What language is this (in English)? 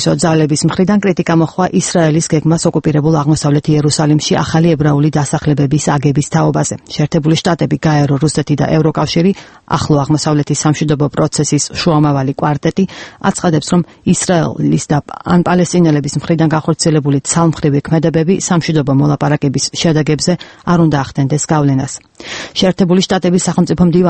Georgian